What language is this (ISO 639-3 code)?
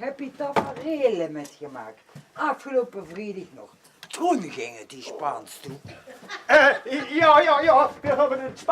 lim